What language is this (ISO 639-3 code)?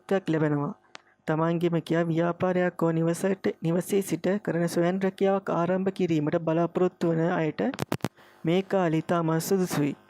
sin